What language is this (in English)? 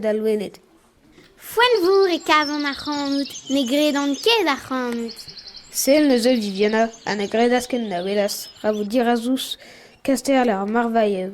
Breton